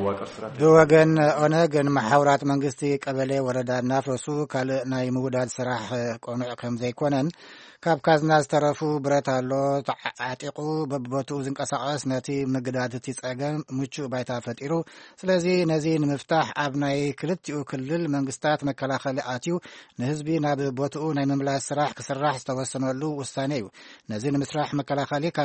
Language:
Tigrinya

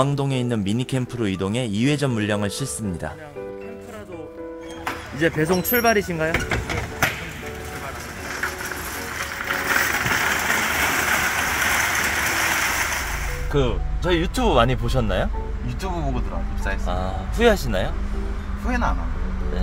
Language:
Korean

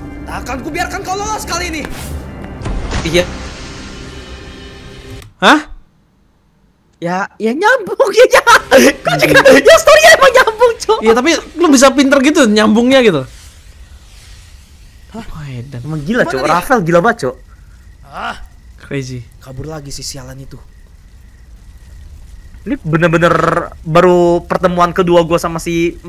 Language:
Indonesian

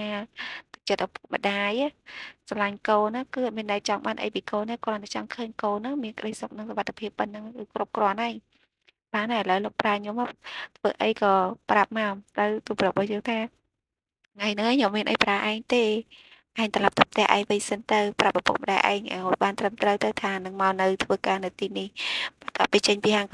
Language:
Khmer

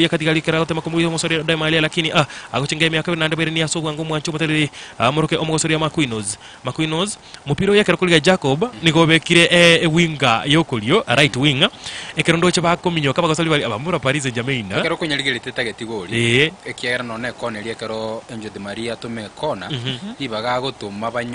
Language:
Gusii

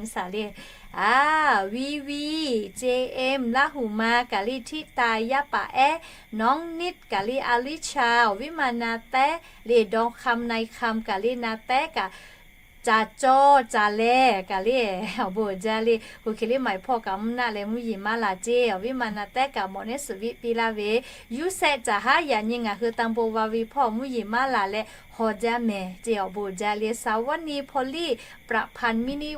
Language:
Lahu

